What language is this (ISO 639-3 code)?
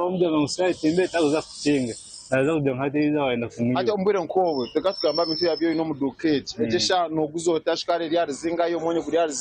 nyn